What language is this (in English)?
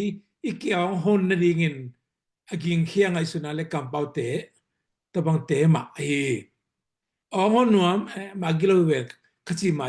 Tedim Chin